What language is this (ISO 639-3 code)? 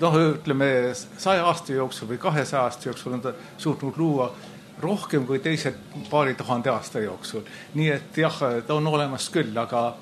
est